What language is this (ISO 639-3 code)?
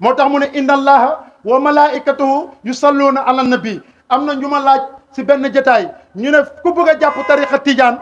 wol